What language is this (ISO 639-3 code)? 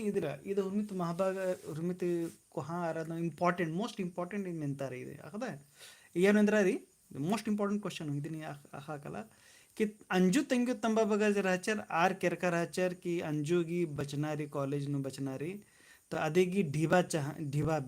kru